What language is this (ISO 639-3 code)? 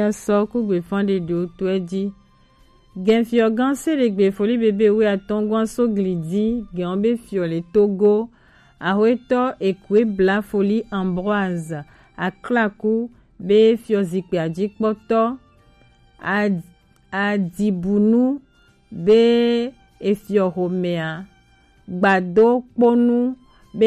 gej